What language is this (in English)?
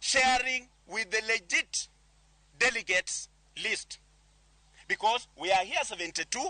Luo (Kenya and Tanzania)